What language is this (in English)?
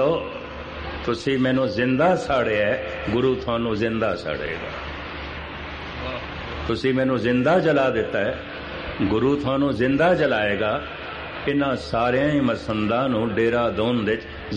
Punjabi